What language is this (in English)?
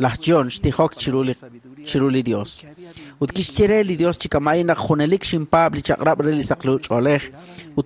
Kekchí